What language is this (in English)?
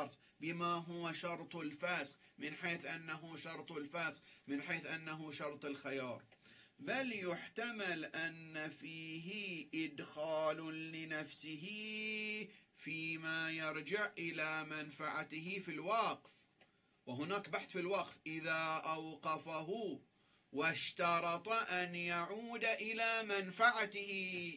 Arabic